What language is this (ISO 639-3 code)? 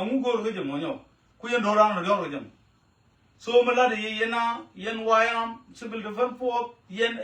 nus